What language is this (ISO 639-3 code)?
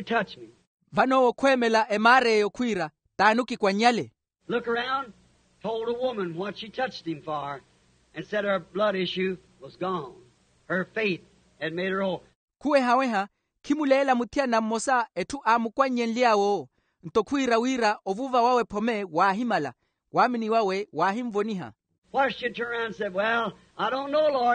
vmw